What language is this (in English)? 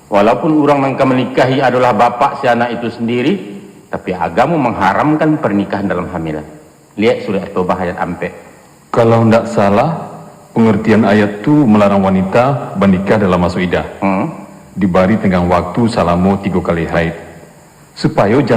Minangkabau